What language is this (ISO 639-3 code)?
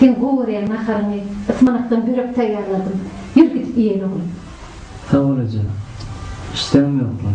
tuk